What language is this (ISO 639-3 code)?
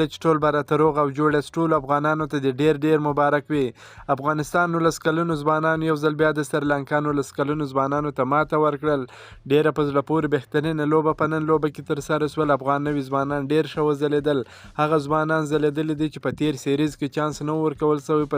pus